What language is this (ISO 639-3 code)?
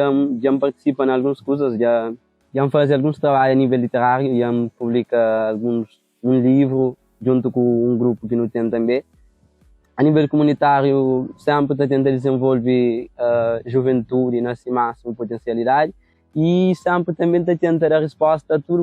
kea